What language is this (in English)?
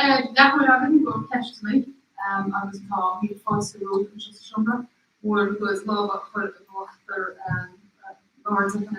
Irish